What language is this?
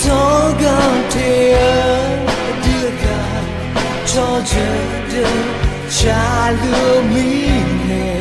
Akha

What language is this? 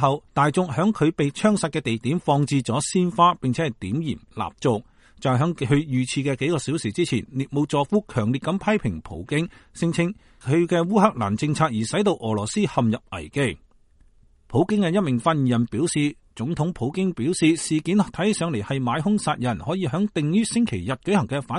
Cantonese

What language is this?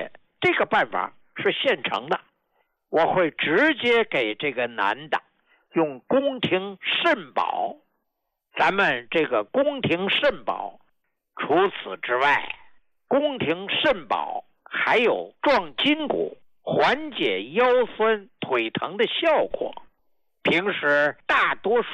Chinese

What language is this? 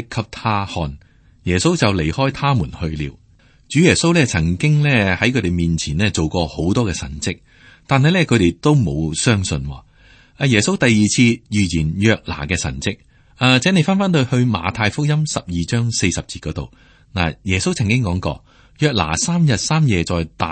Cantonese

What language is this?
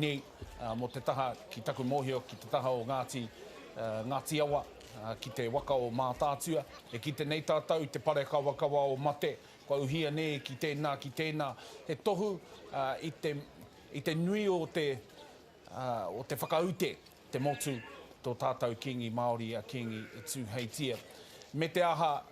Māori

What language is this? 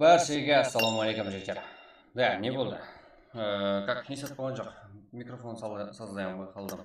Kara-Kalpak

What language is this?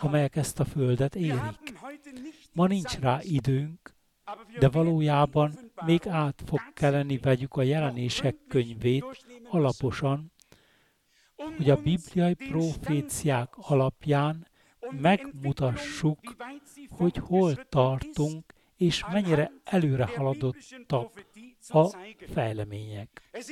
Hungarian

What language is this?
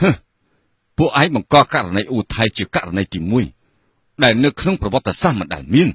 Khmer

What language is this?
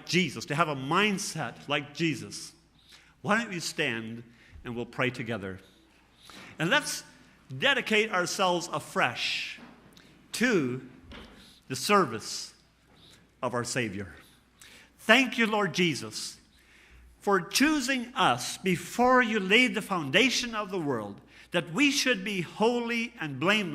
Plautdietsch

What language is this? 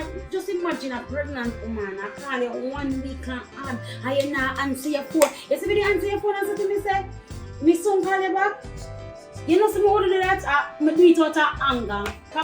Jamaican Creole English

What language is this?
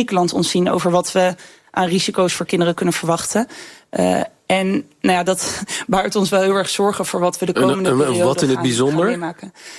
Dutch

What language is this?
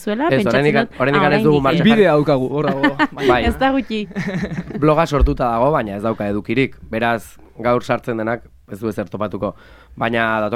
Basque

